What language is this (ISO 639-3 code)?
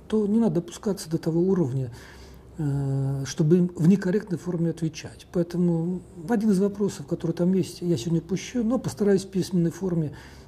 rus